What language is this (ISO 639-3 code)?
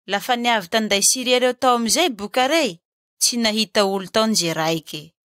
mlg